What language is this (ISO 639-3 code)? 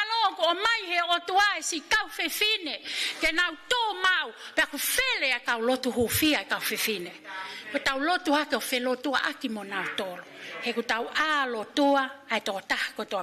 ton